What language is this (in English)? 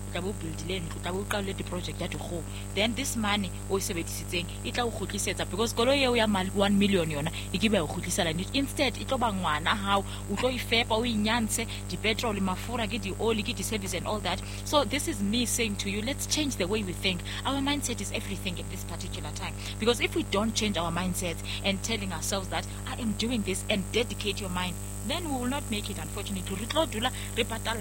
Southern Sotho